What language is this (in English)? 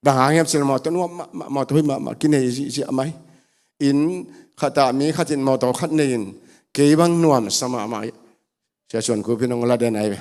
Tedim Chin